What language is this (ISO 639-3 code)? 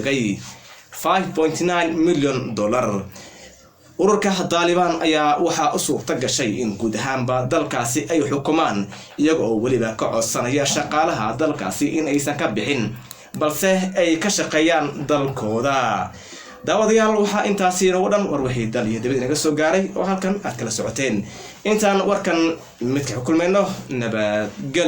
som